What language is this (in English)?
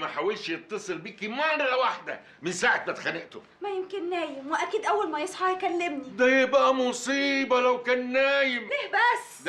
Egyptian Arabic